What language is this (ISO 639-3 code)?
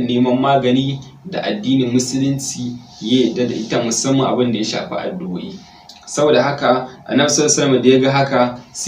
hau